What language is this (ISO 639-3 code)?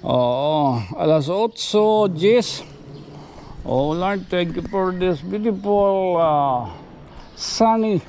war